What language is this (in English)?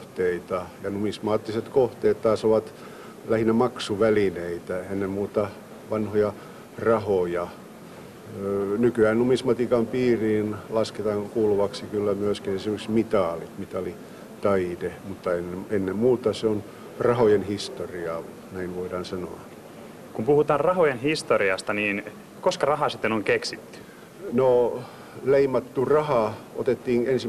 Finnish